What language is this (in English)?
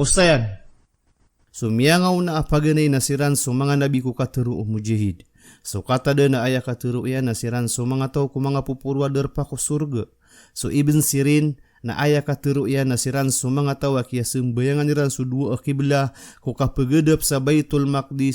Maranao